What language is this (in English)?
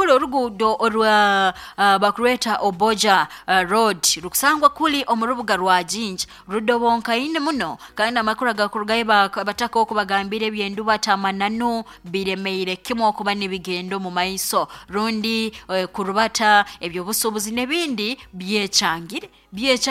Nyoro